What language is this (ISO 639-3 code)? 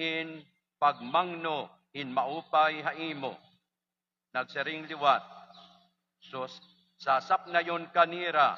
war